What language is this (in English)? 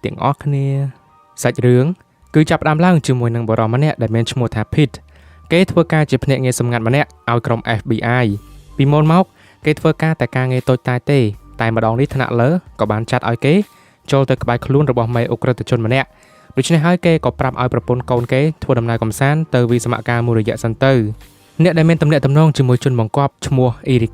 Khmer